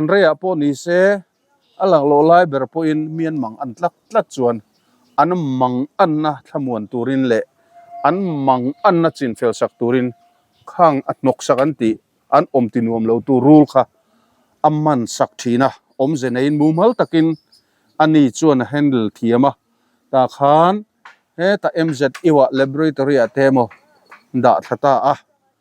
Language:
Mizo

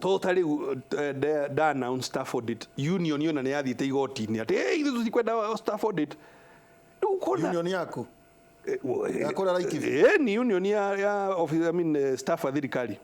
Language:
Kikuyu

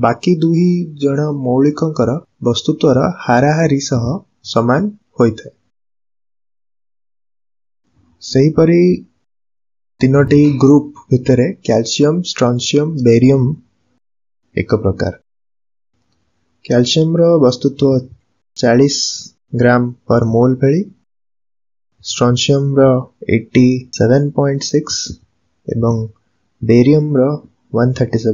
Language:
Odia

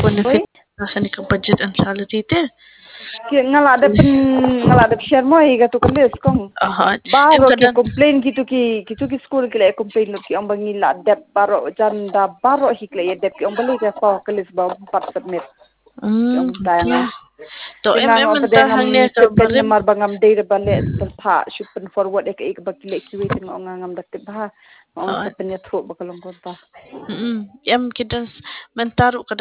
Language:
Khasi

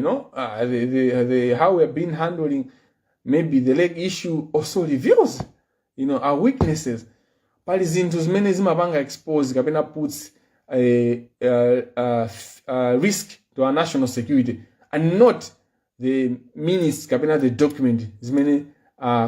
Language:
Nyanja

